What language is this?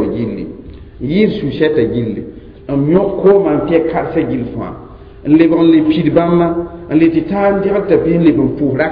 Mossi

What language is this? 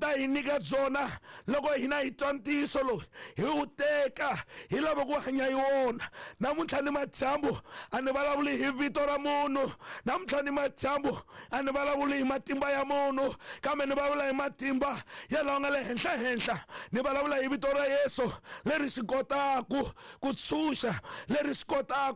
Tsonga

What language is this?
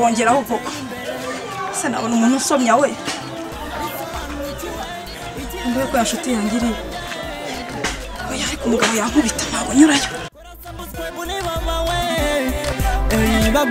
Kinyarwanda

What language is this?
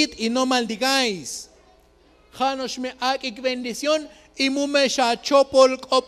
Tzotzil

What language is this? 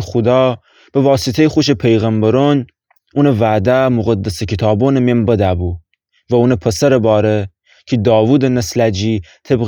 Gilaki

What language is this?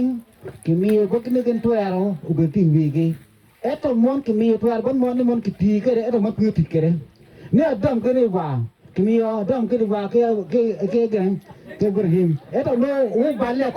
Acoli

